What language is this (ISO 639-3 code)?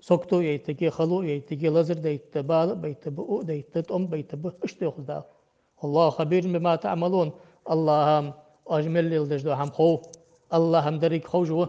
inh